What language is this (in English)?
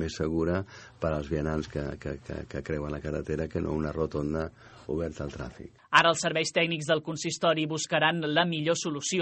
Catalan